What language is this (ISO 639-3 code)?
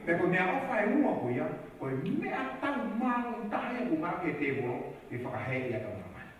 ton